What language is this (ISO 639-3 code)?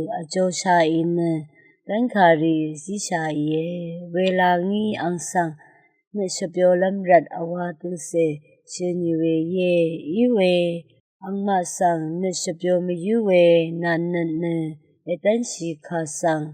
raw